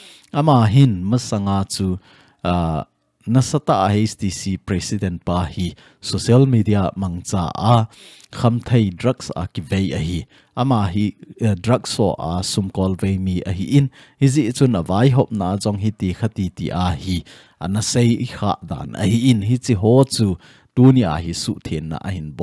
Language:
Thado Chin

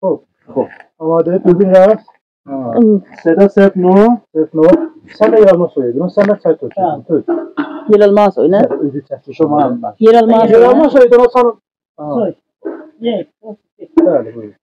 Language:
South Azerbaijani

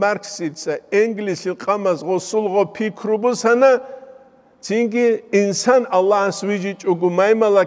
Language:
Avaric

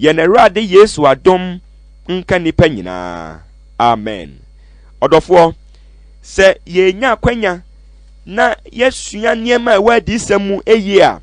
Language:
Akan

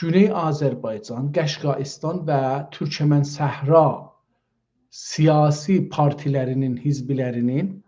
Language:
South Azerbaijani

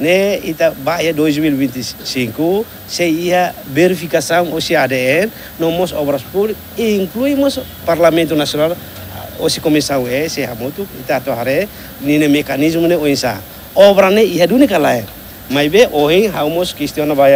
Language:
Tetum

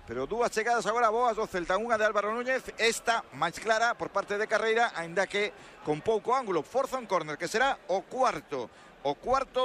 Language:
Galician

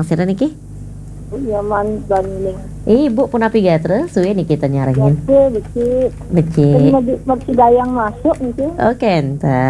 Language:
Balinese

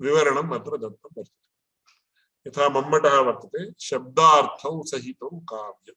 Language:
Sanskrit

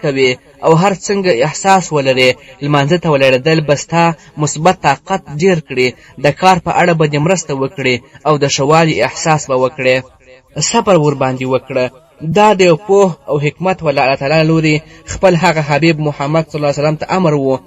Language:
Pashto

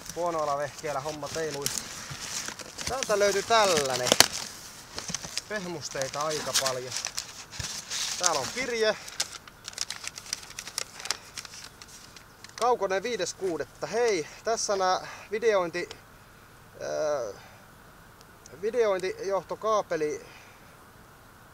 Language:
Finnish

